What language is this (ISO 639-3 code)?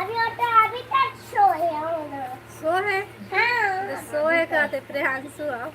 hne